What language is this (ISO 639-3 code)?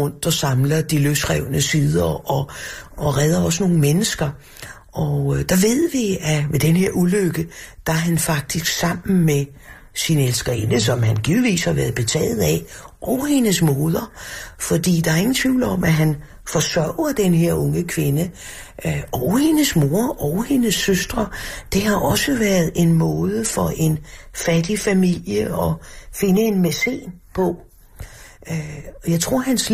dan